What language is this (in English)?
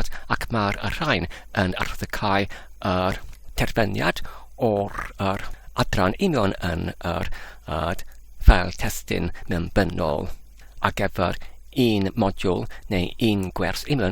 Welsh